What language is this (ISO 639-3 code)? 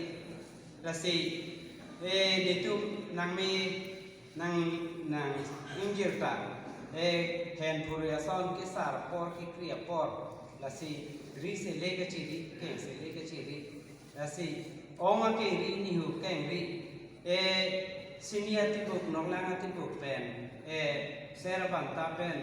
mjw